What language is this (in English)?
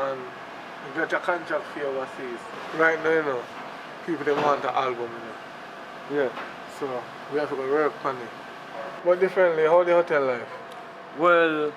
Jamaican Creole English